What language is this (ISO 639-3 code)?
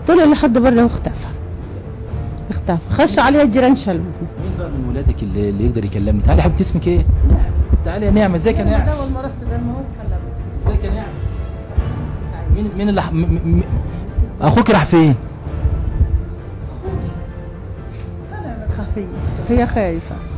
arz